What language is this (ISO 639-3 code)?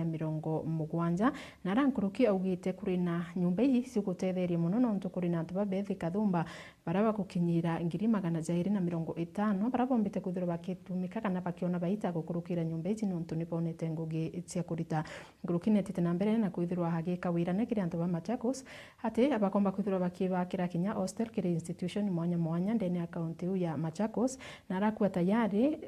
mer